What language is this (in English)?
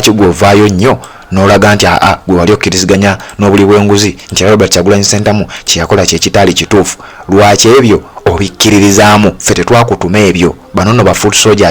Ganda